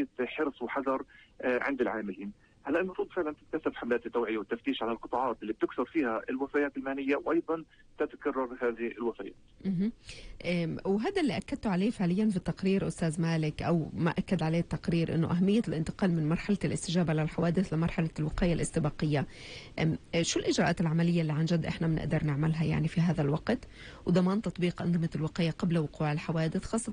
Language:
North Levantine Arabic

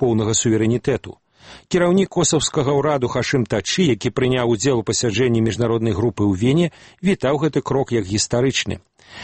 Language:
Belarusian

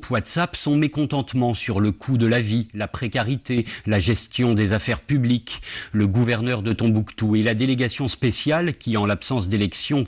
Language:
French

